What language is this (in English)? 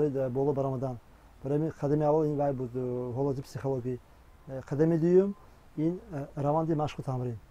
Tajik